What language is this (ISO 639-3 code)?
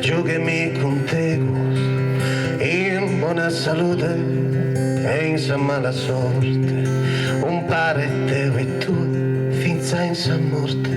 srd